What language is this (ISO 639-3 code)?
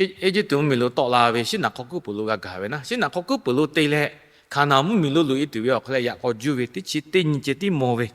lhu